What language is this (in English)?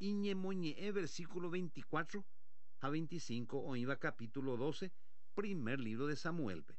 Guarani